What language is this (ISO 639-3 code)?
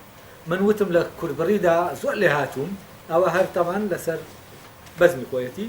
ckb